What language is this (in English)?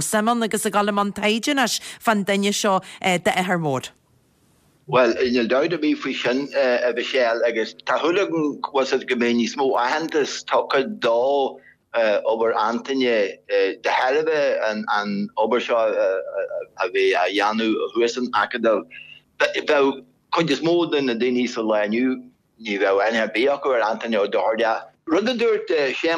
Irish